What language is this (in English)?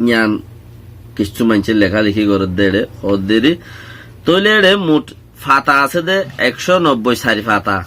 Rohingya